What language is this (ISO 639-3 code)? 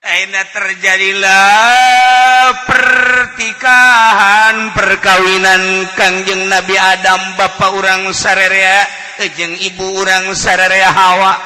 sun